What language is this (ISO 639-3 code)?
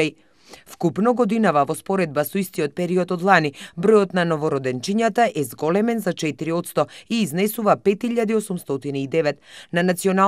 mkd